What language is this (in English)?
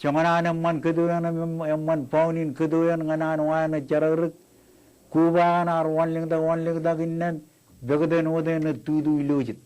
Marshallese